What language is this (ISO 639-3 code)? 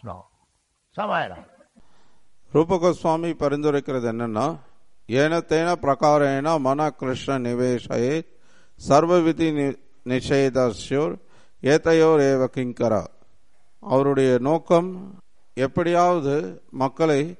tam